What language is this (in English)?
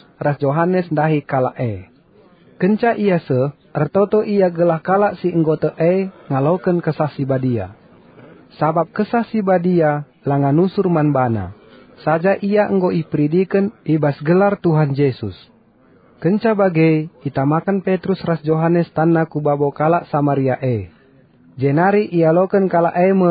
Batak Karo